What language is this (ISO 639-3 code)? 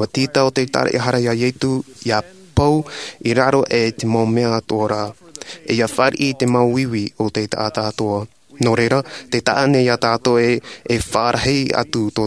tah